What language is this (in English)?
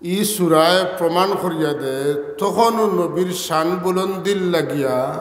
Sylheti